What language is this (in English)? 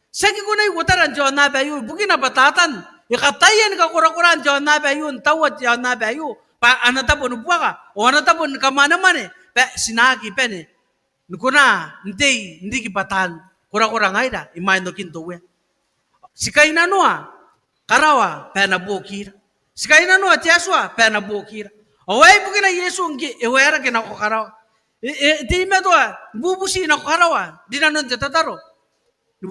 Gilbertese